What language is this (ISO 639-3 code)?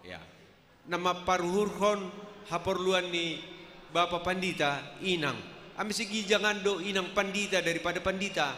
bts